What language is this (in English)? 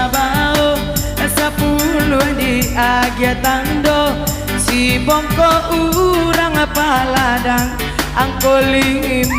Minangkabau